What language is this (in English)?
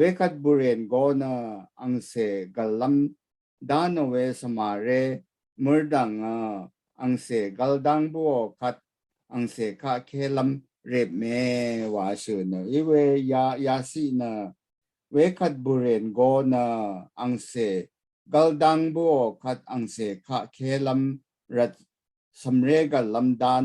Rawang